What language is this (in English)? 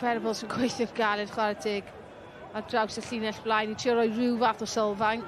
Welsh